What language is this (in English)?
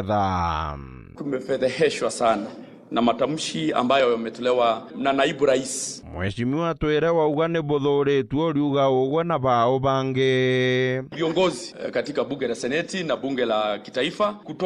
Meru